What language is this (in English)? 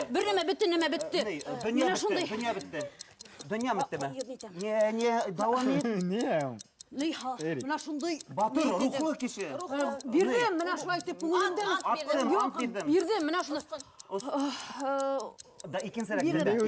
Bashkir